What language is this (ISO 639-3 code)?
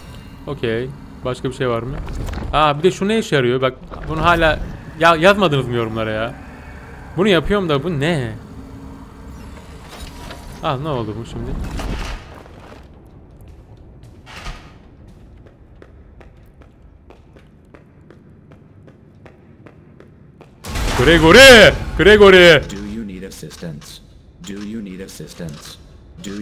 tur